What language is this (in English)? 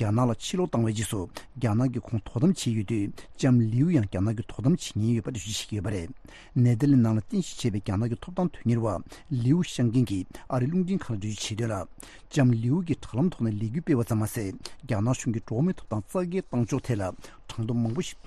Tibetan